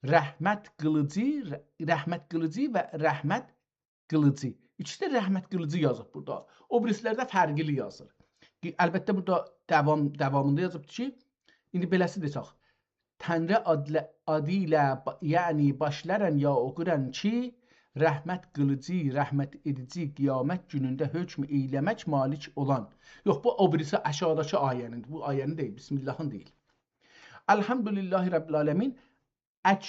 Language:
South Azerbaijani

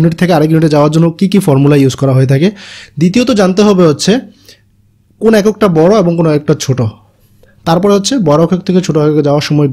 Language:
Bangla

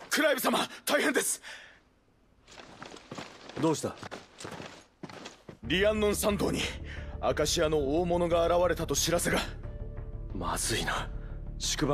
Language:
Japanese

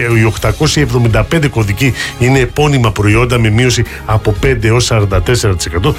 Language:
Greek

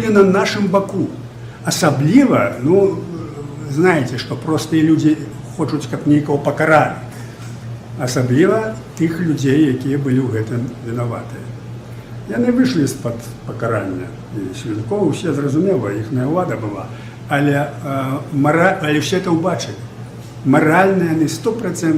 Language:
Belarusian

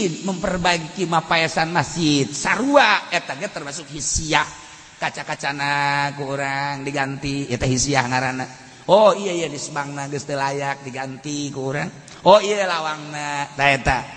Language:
Sundanese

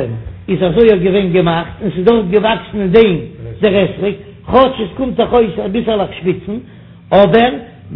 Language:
Yiddish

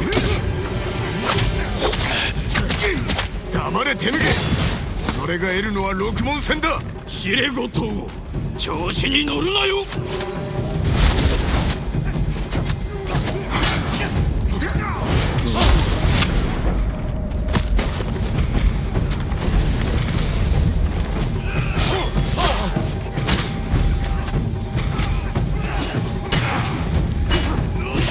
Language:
Japanese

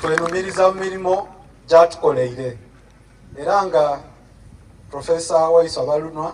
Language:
Soga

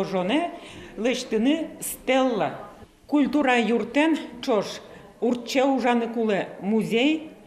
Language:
Udmurt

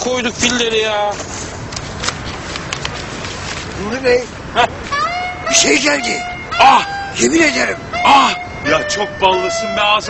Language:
Turkish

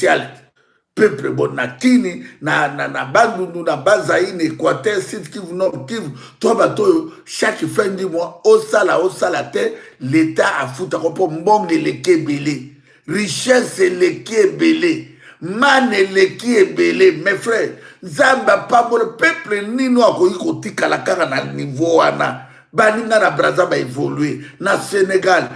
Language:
Lingala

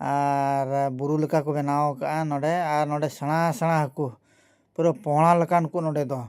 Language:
Santali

